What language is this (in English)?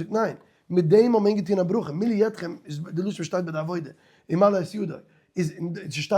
Yiddish